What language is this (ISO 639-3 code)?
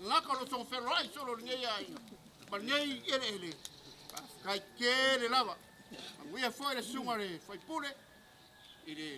smo